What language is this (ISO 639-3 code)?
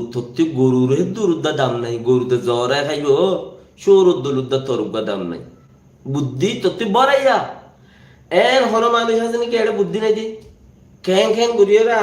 rhg